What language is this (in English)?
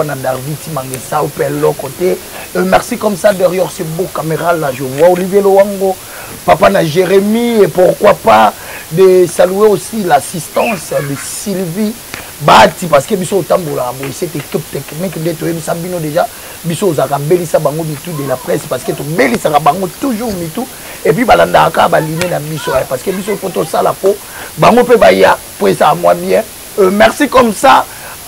Lingala